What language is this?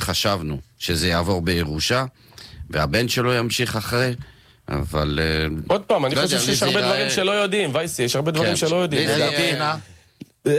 Hebrew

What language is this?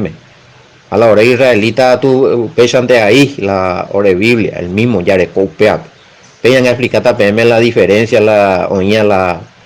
Guarani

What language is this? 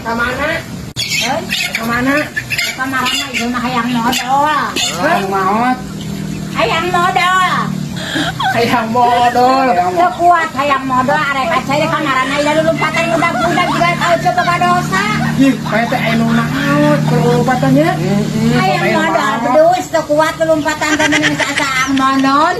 Sundanese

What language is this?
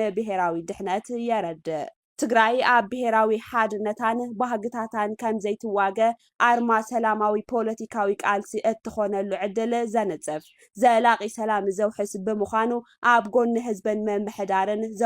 Tigrinya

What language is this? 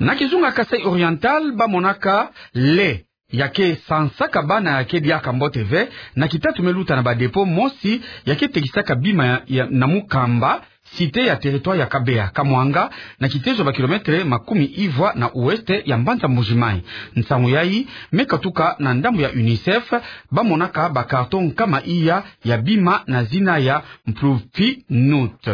Kituba (Democratic Republic of Congo)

